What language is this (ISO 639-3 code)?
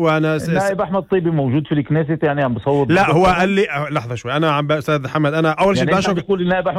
apc